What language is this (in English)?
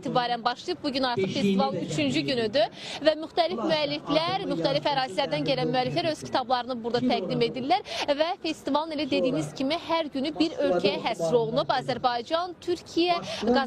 Azerbaijani